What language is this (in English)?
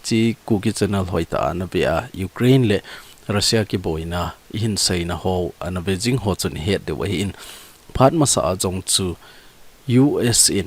Thado Chin